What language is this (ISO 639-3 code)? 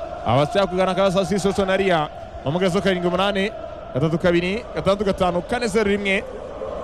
kin